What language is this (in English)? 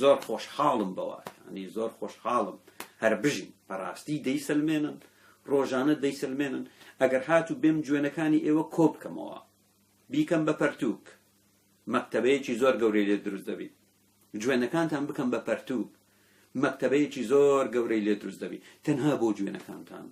Central Kurdish